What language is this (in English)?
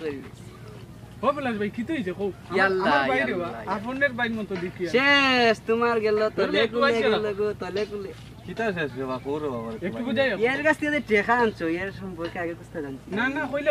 Sylheti